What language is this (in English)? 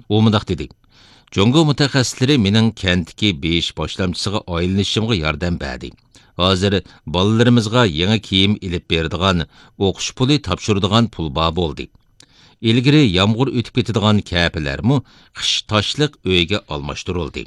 Uyghur